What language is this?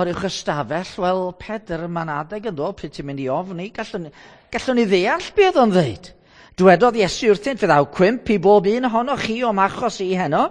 Welsh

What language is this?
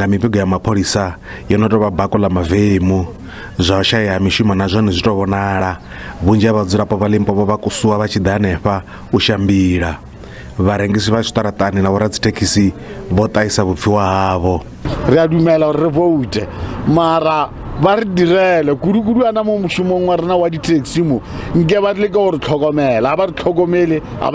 Venda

